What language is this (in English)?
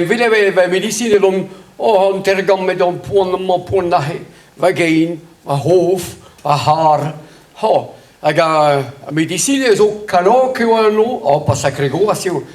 Breton